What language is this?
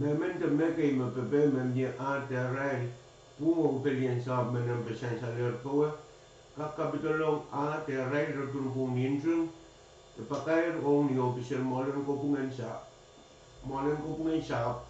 Pohnpeian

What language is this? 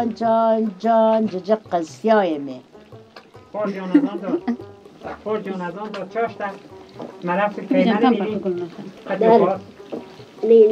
Persian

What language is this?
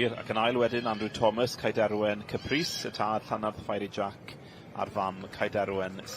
Welsh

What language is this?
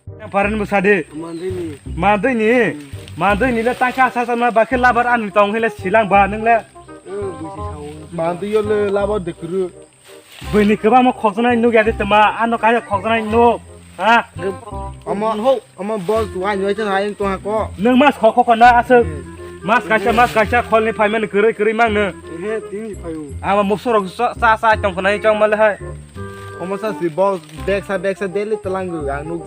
Kok Borok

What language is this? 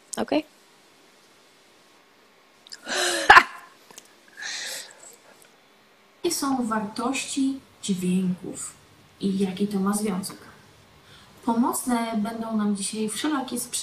Polish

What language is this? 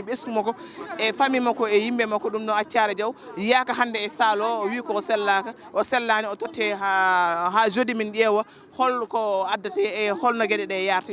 Fula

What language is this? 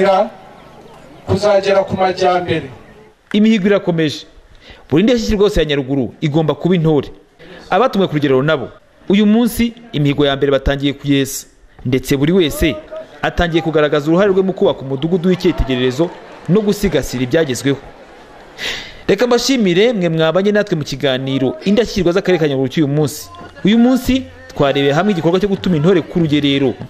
Kinyarwanda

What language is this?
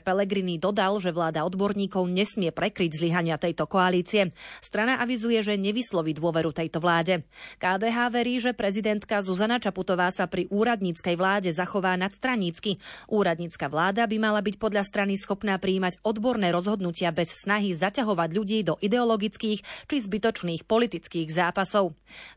Slovak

